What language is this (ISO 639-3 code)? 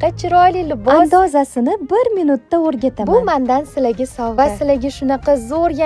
uzb